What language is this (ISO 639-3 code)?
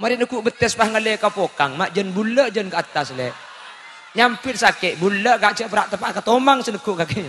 mad